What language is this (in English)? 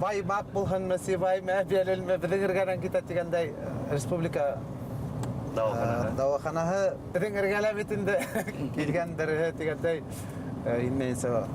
Bashkir